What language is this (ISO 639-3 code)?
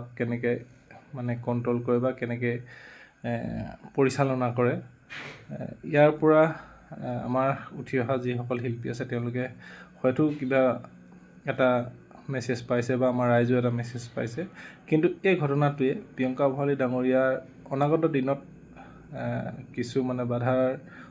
asm